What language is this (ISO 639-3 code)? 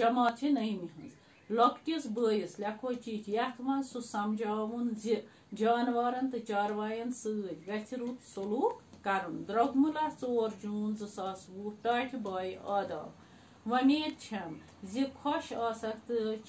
kas